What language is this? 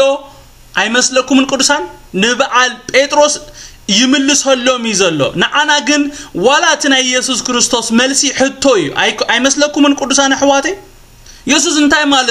Tigrinya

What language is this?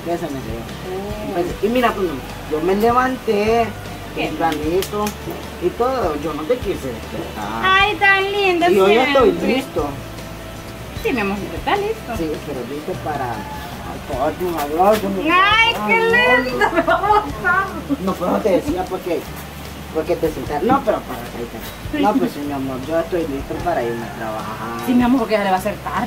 Spanish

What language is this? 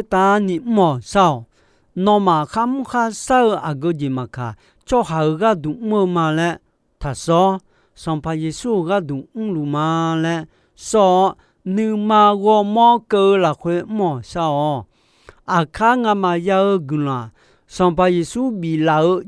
Akha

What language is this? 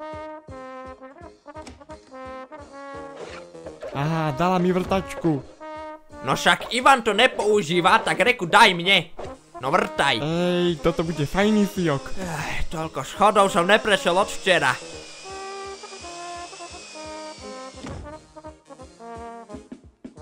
Slovak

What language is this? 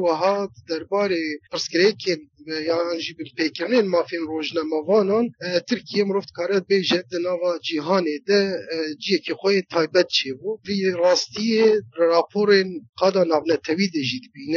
Kurdish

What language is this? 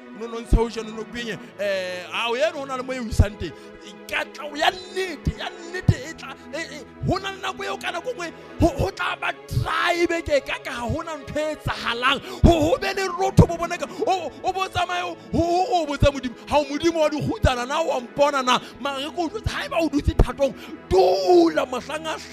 Southern Sotho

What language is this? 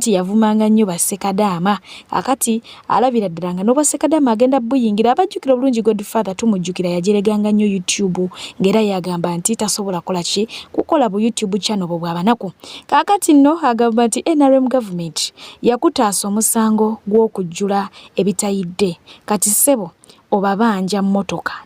Ganda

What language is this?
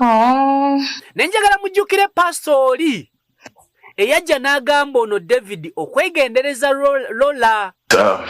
Ganda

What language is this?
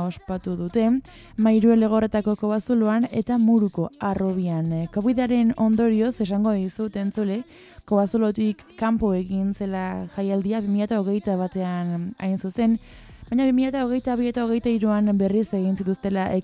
Basque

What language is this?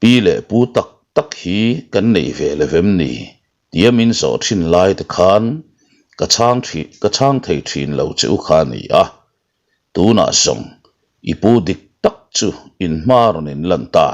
Mizo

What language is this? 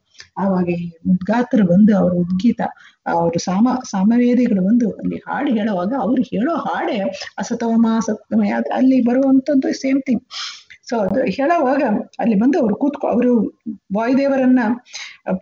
Kannada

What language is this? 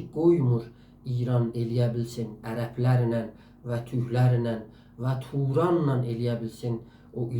South Azerbaijani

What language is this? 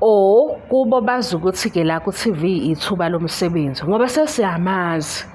Zulu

